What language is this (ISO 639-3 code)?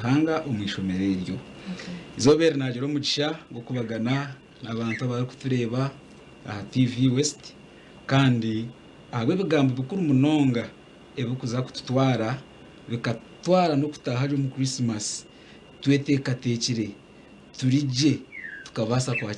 nyn